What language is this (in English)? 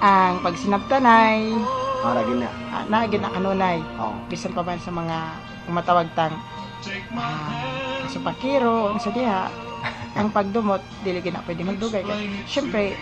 Hiligaynon